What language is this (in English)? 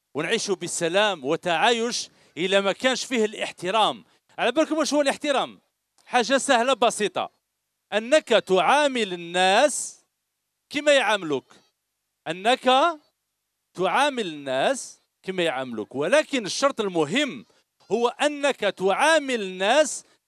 Algerian Arabic